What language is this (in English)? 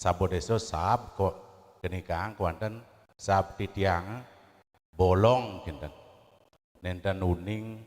Balinese